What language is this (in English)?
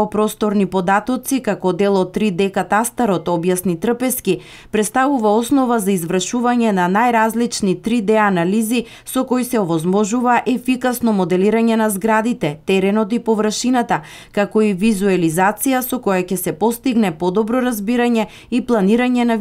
Macedonian